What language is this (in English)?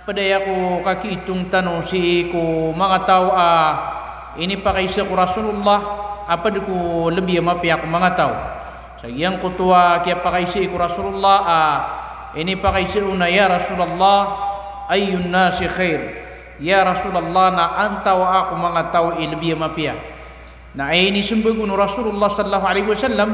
Maranao